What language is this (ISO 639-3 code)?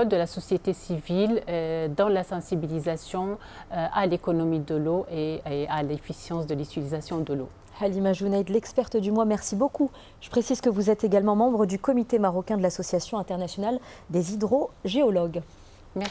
fra